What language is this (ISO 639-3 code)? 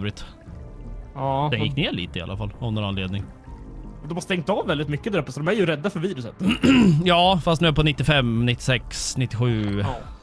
swe